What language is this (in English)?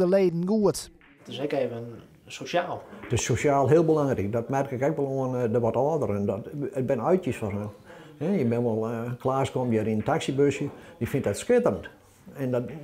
Western Frisian